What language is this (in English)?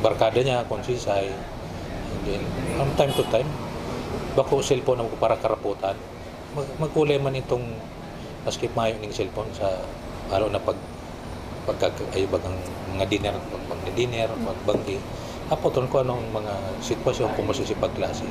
Bikol